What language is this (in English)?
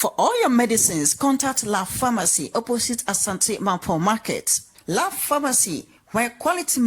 Akan